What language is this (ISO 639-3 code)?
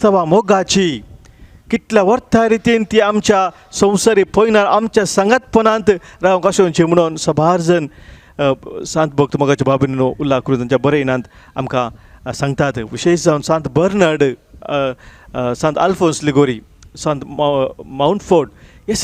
kok